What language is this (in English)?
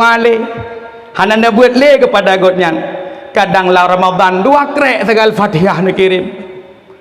Achinese